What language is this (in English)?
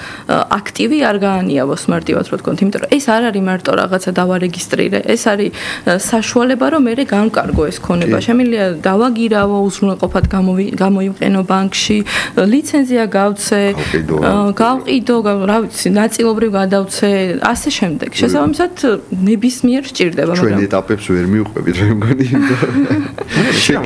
Georgian